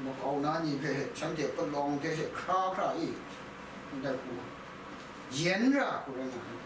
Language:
Kachin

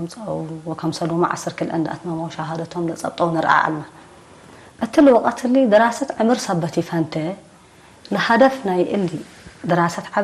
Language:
Tigre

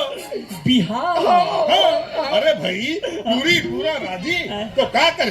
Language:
Chhattisgarhi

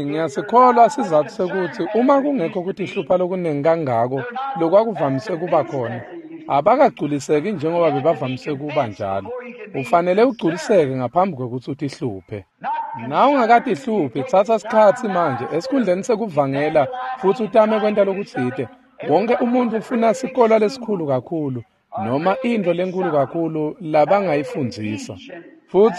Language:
Swati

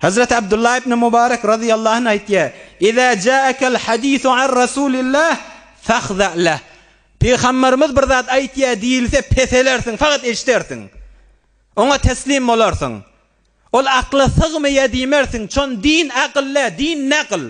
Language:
Turkmen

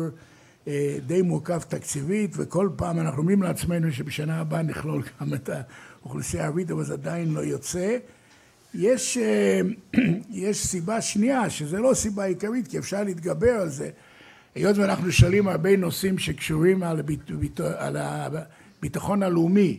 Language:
Hebrew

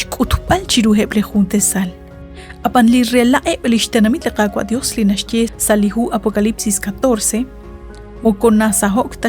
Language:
Kekchí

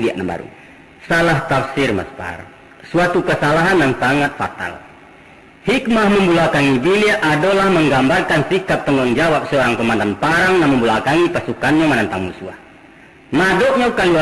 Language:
Minangkabau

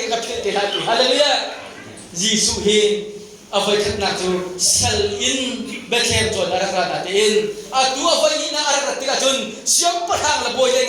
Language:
Hakha Chin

